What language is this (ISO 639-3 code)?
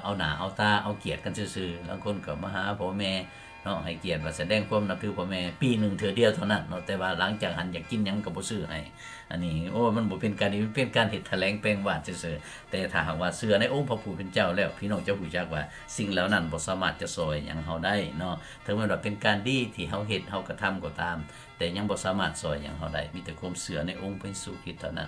lao